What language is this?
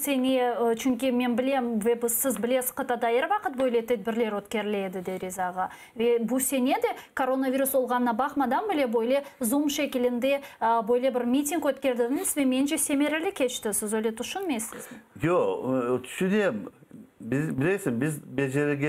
Crimean Tatar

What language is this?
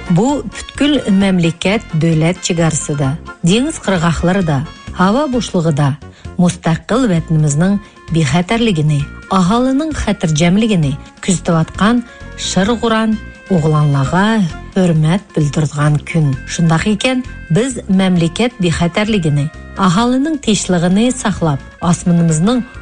Kazakh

